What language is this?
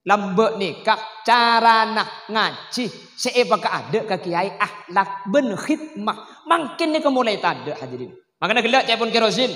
Madurese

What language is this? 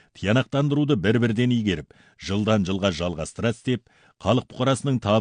Kazakh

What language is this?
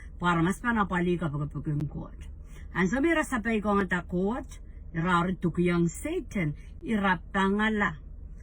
Pohnpeian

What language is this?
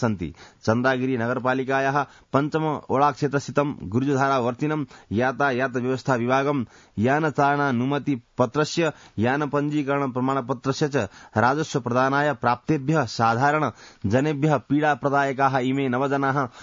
Sanskrit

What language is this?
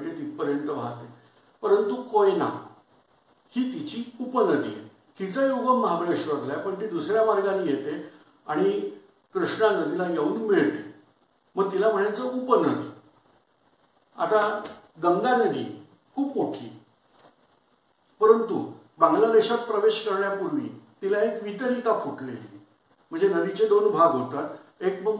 Marathi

